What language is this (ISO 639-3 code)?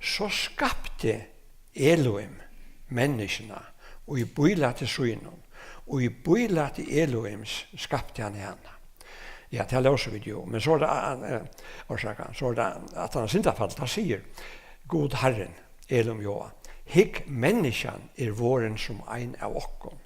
fao